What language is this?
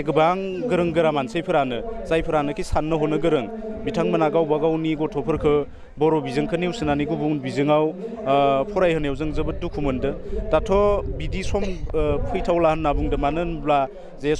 Bodo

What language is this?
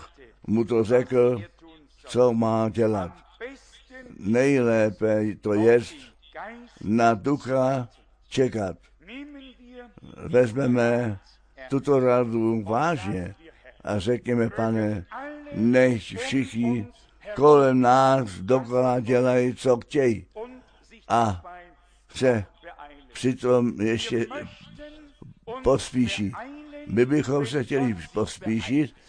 Czech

